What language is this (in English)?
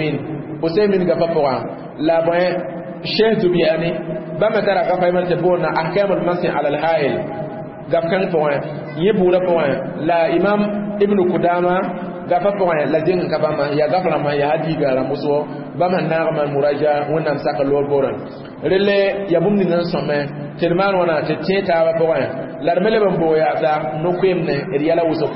Mossi